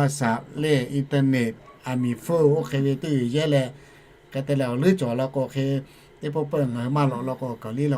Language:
Lahu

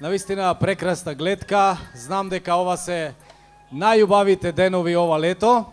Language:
Macedonian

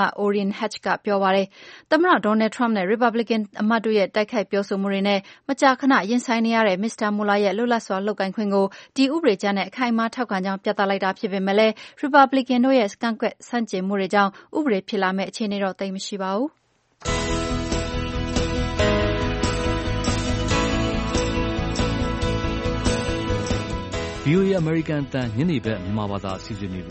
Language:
Burmese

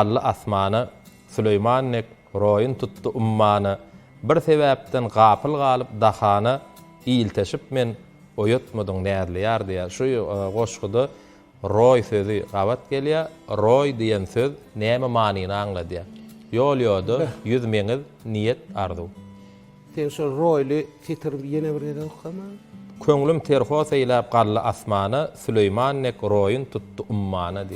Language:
Turkmen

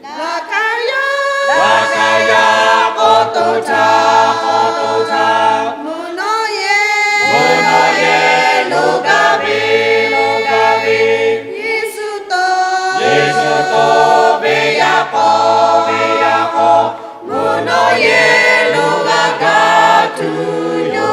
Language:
Lahu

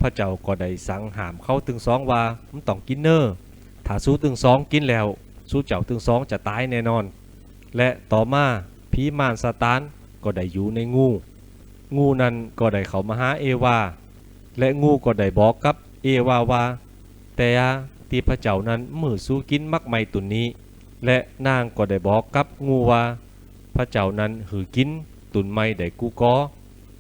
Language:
Lü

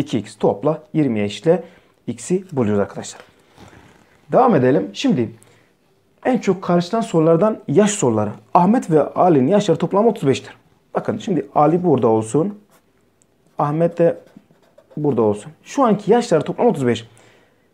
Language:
Turkish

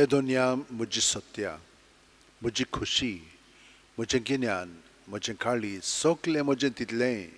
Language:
Konkani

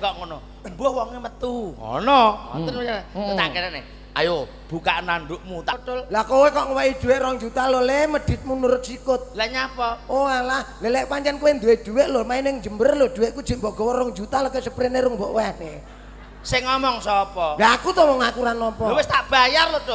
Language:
Javanese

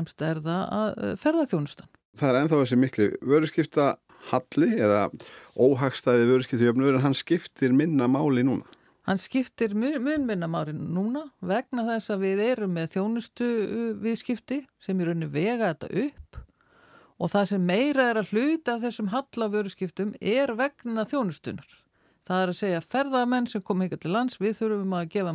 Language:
Icelandic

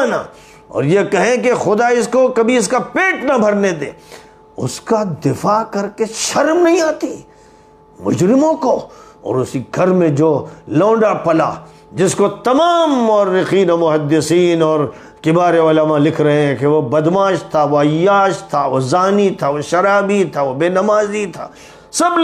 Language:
Urdu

